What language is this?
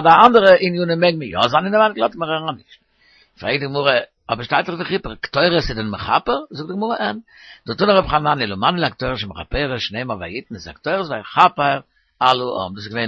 Yiddish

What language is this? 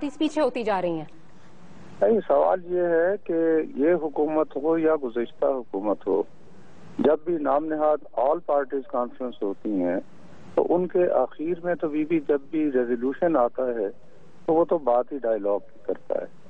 Urdu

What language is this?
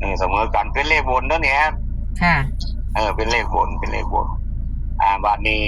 Northeastern Thai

